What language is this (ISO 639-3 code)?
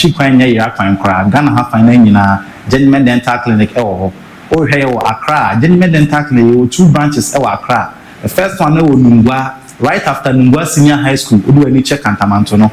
aka